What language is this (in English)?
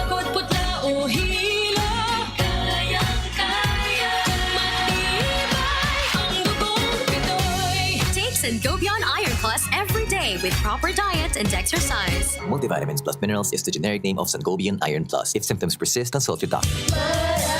Bikol